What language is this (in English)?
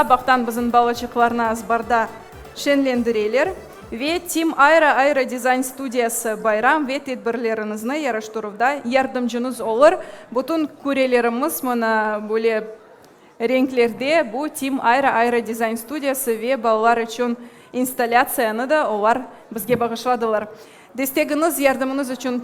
Crimean Tatar